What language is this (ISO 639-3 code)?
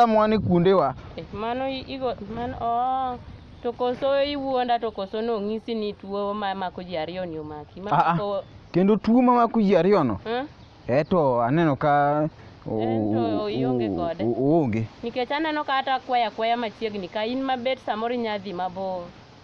luo